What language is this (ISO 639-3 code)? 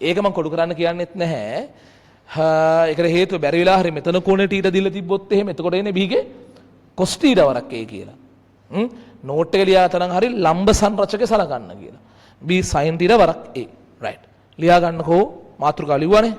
sin